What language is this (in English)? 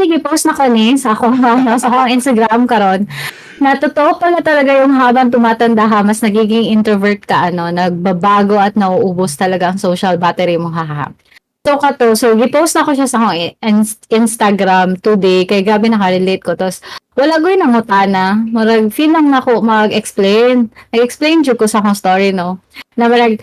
Cebuano